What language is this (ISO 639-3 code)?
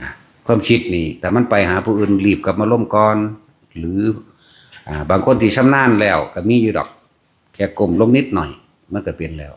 tts